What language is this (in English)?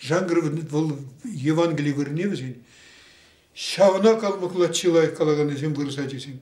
Chuvash